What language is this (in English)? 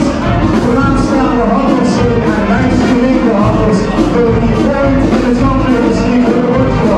Limburgish